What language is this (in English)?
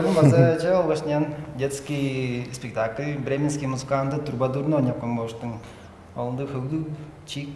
Tuvinian